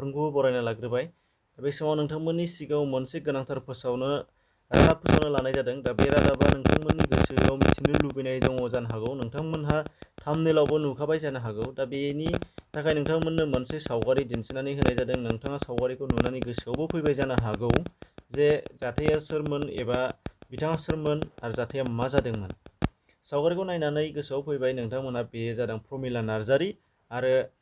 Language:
Bodo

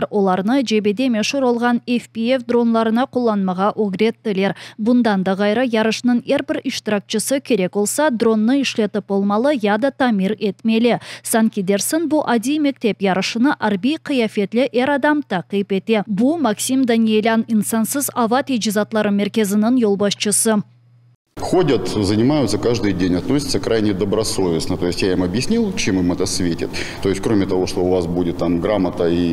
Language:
Crimean Tatar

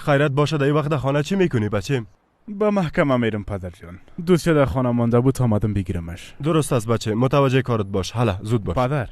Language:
Persian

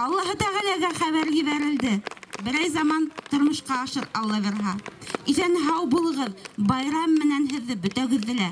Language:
Bashkir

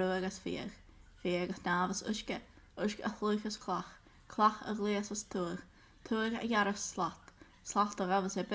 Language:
Scottish Gaelic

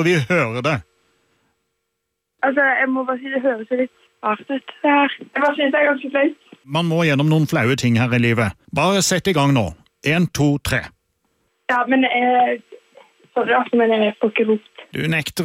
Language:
Norwegian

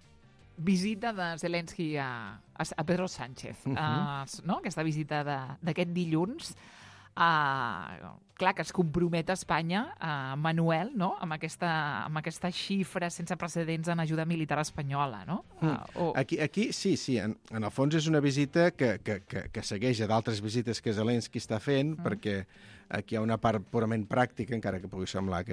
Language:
Catalan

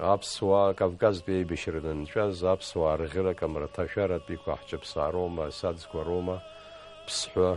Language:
Abkhazian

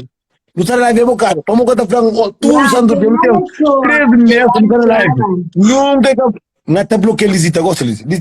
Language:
Kabuverdianu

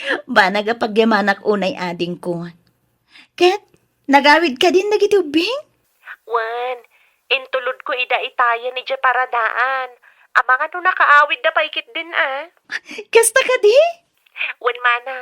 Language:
Iloko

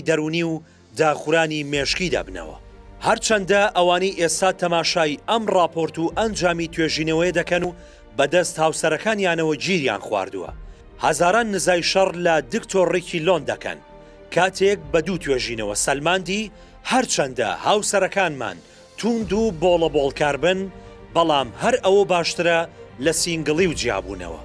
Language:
Central Kurdish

